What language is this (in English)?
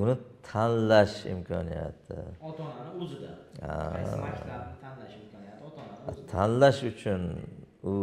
Uzbek